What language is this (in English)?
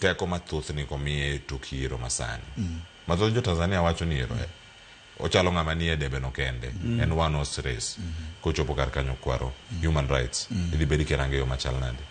Luo (Kenya and Tanzania)